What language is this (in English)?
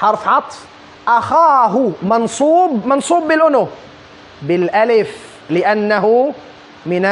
Tausug